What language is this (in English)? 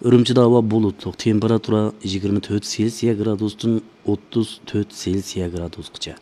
Uyghur